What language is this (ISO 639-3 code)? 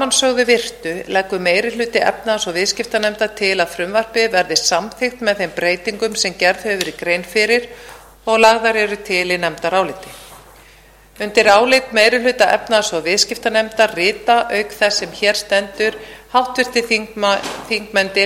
isl